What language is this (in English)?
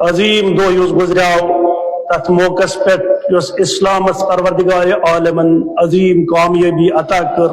Kashmiri